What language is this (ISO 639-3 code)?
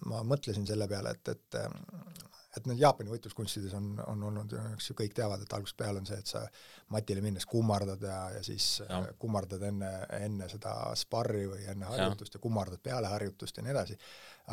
est